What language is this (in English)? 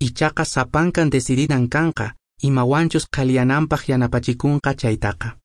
Quechua